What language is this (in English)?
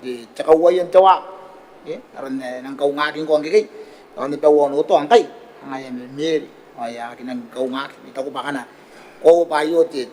Gilbertese